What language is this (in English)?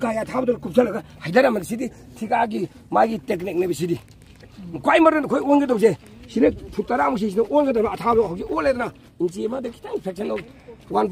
Manipuri